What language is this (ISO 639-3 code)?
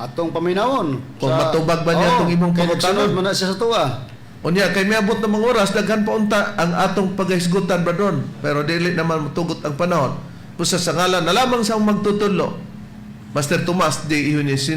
ceb